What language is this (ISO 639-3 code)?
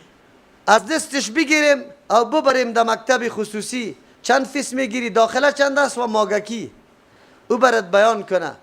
fas